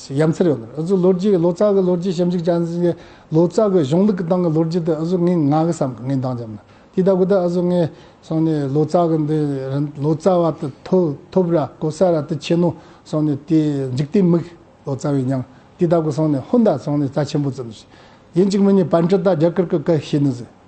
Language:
Tibetan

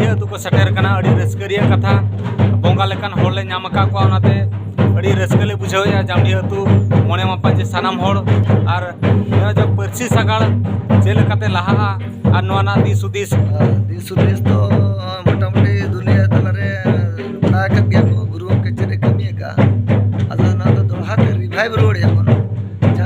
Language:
Santali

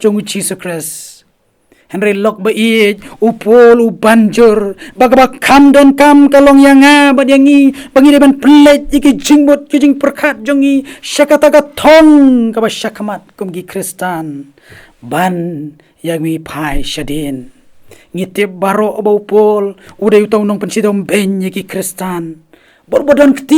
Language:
Khasi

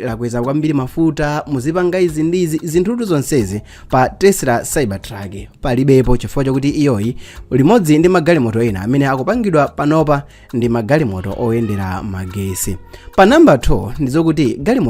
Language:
Nyanja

